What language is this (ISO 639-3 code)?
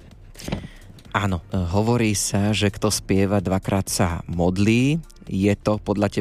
slk